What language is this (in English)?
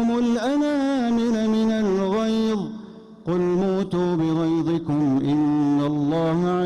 Arabic